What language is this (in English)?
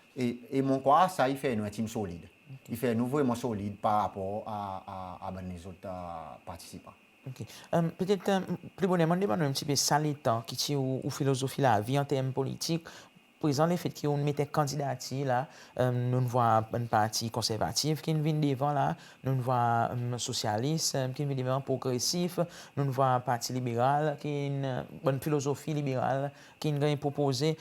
Seselwa Creole French